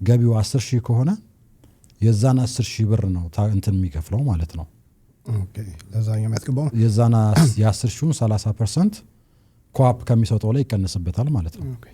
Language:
Amharic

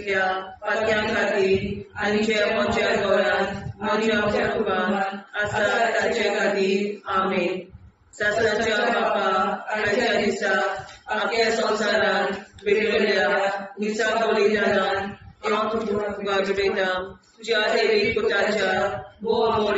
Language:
Konkani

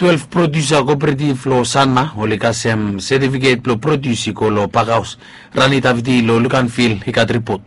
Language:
Bislama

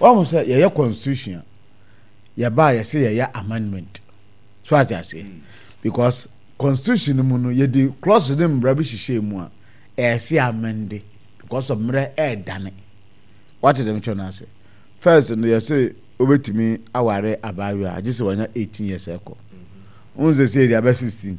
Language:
Akan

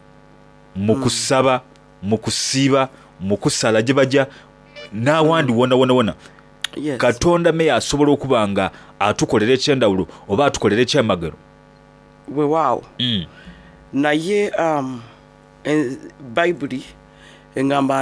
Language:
Soga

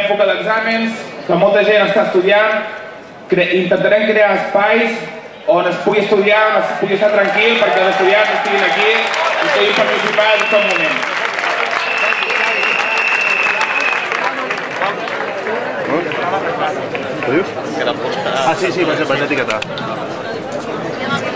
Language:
Catalan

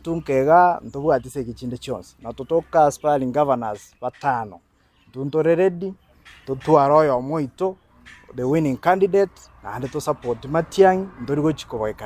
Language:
Gusii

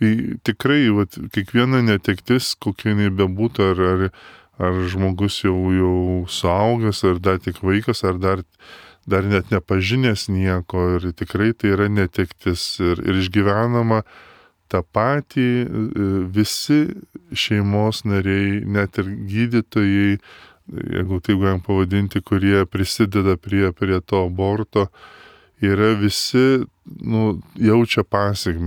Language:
Lithuanian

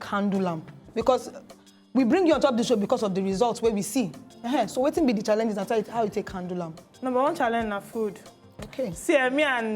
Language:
Nigerian Pidgin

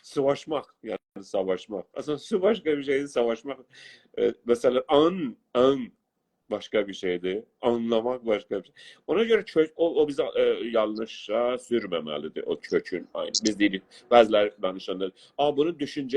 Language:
South Azerbaijani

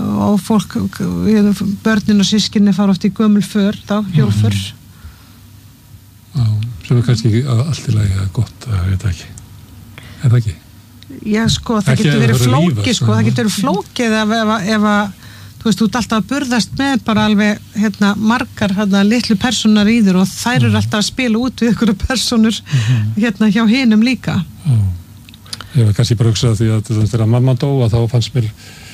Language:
Icelandic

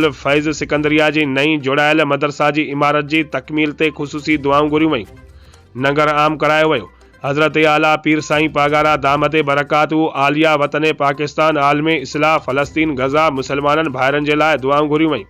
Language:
Sindhi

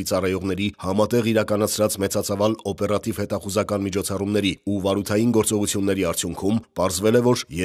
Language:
Armenian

